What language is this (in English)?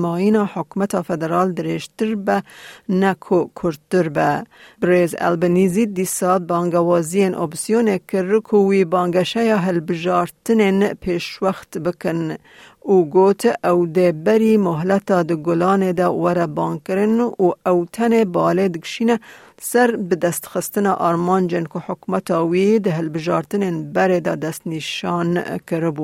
Kurdish